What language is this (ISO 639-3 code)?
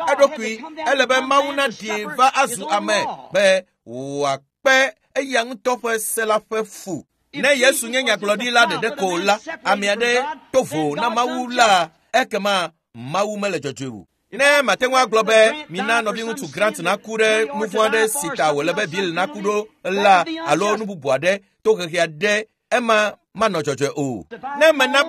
ewe